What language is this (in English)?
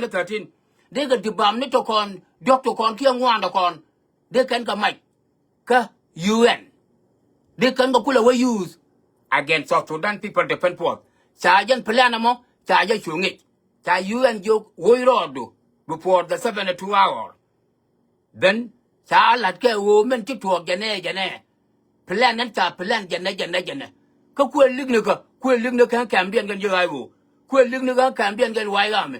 Nuer